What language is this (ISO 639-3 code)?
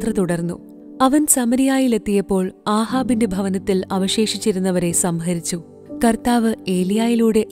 mal